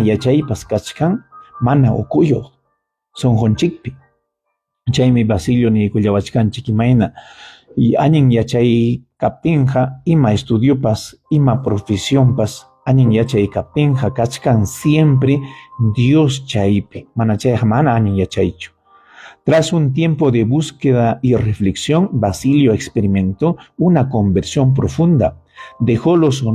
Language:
Ayacucho Quechua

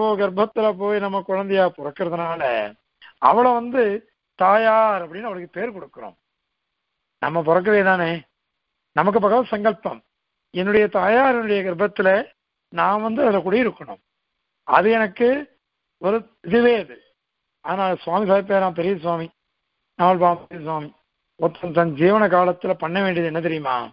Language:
Tamil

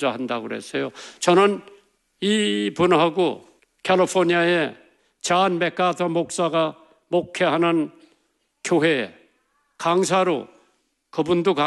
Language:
Korean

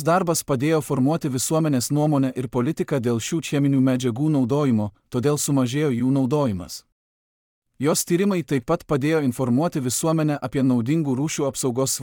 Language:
Lithuanian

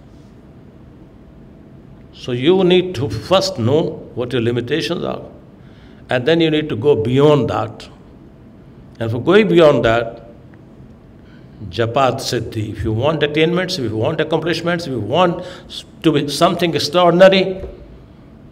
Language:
English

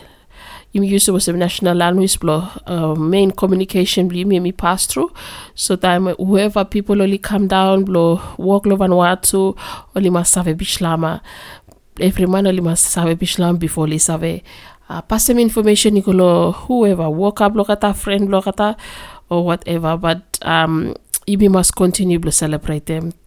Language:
Bislama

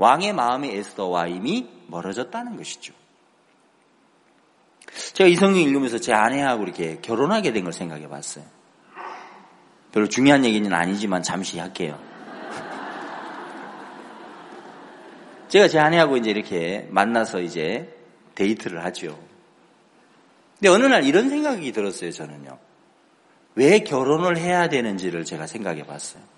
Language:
Korean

